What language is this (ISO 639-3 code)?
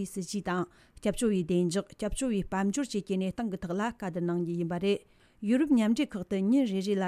bod